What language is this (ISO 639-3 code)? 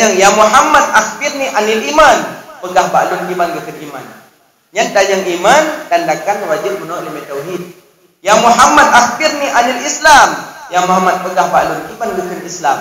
ace